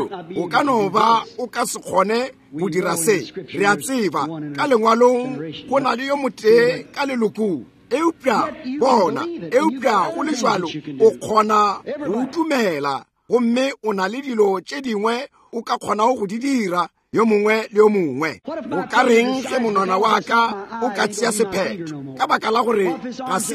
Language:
Northern Sotho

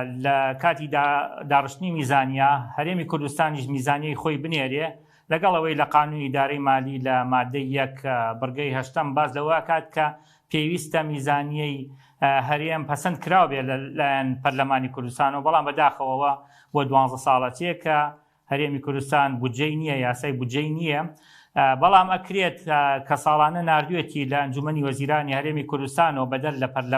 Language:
Central Kurdish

